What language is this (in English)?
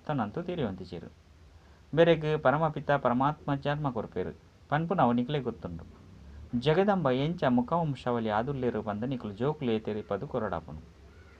Tulu